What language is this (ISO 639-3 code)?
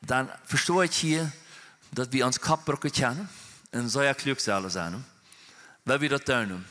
pdt